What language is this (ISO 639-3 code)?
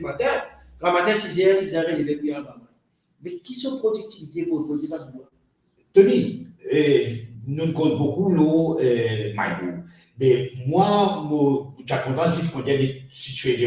mfe